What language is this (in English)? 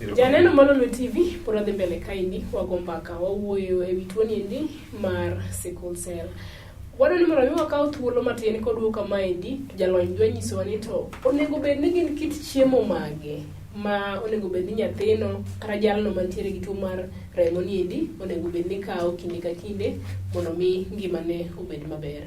Luo (Kenya and Tanzania)